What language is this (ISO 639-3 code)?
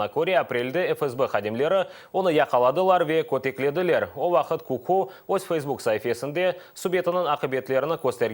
crh